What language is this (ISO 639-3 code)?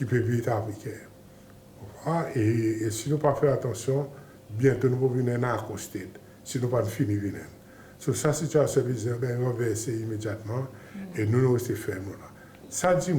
crs